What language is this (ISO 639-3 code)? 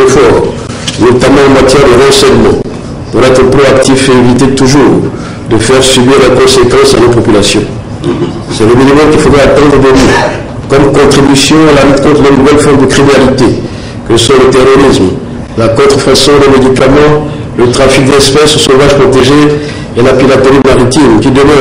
fra